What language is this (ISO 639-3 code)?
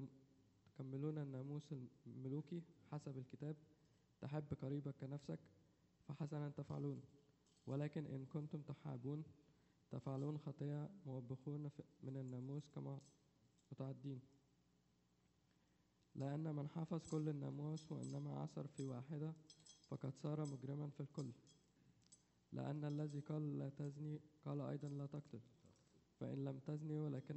ara